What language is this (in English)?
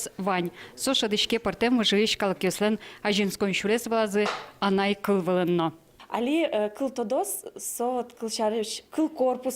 Udmurt